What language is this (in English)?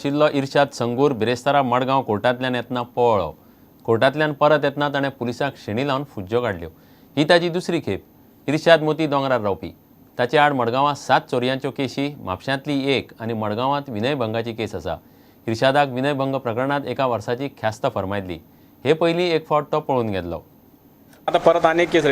Konkani